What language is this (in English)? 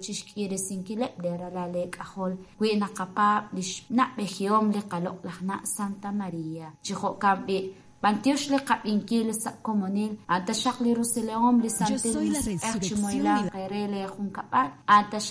Kekchí